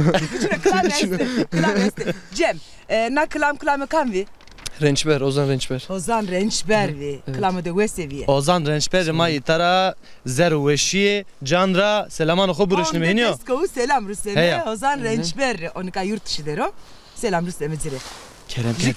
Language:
Zaza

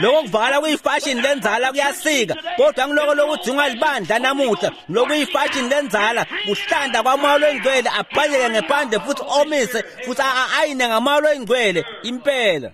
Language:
Swati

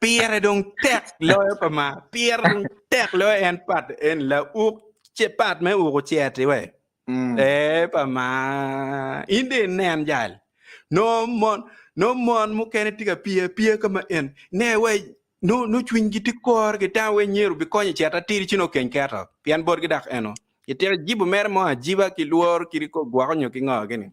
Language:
Acoli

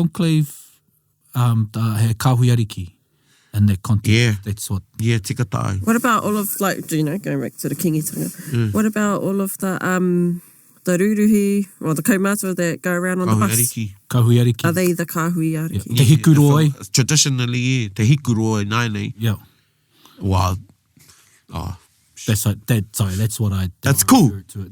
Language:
Māori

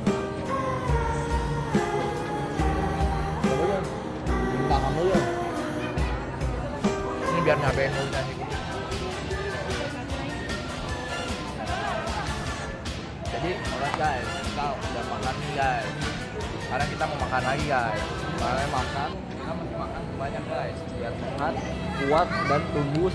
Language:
Indonesian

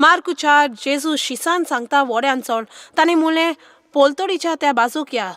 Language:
Konkani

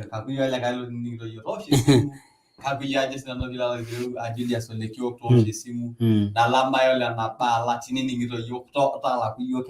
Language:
Masai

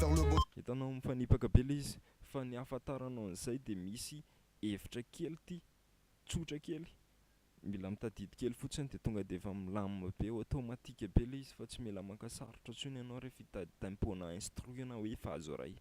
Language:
Malagasy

